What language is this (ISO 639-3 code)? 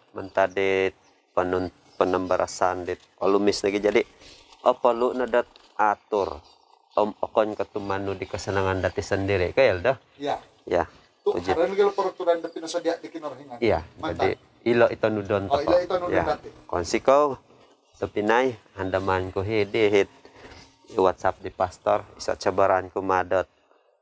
dtp